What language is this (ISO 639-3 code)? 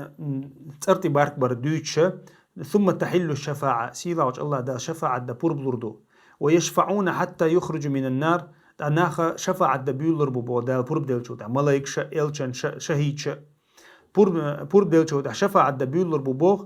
che